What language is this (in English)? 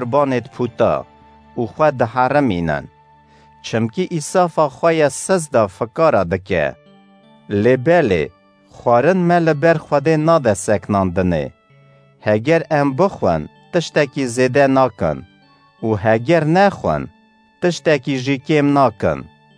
Kurdish